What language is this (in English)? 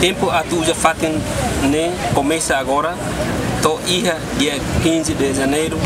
Tetum